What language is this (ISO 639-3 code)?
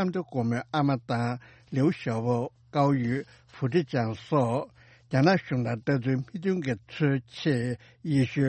bod